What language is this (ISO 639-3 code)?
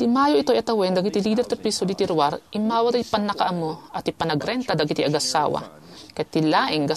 ilo